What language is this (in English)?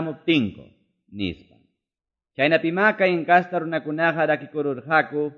Quechua